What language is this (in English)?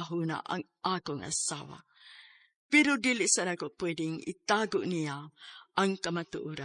Cebuano